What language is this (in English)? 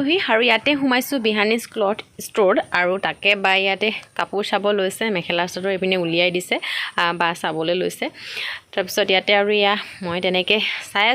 Assamese